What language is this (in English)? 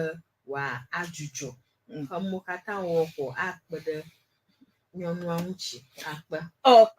Ewe